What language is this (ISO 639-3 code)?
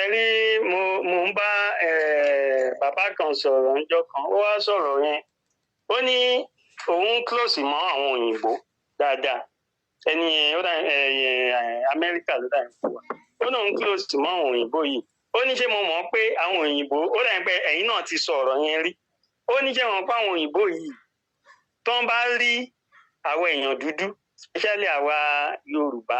yor